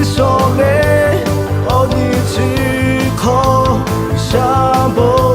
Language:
Lahu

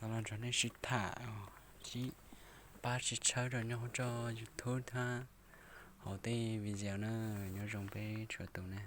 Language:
Hmong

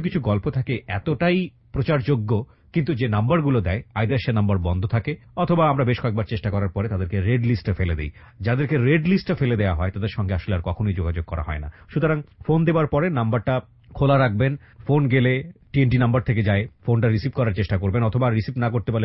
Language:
Bangla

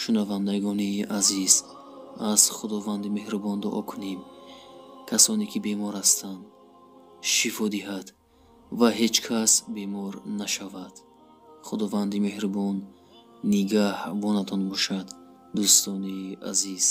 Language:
Tajik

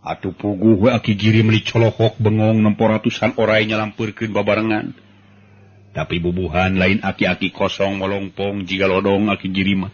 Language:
Sundanese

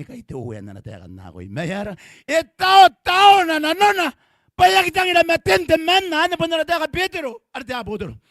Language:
Gilbertese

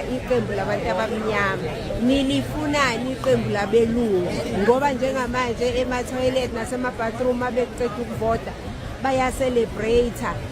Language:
Zulu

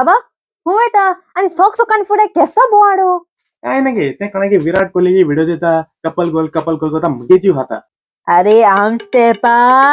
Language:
Konkani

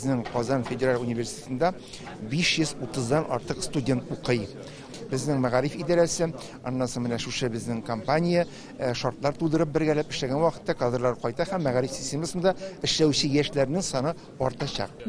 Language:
Tatar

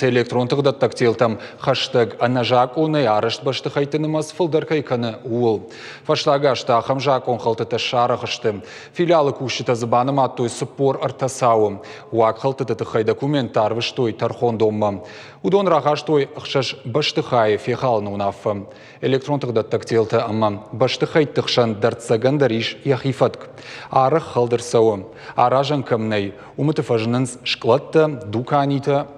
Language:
Ossetic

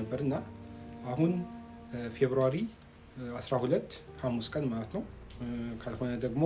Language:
Amharic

